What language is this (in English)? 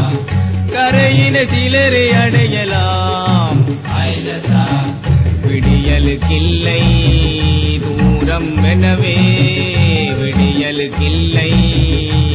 Tamil